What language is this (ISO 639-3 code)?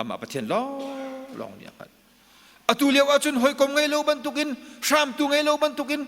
cnh